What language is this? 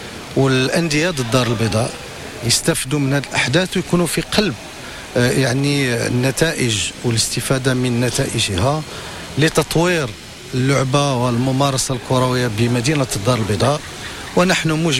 Moroccan Arabic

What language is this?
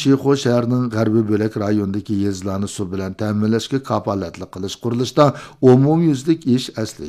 Uyghur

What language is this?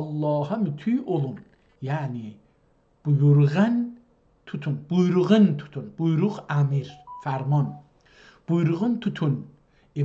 South Azerbaijani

